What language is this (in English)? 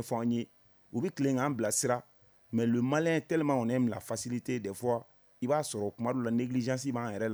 Bambara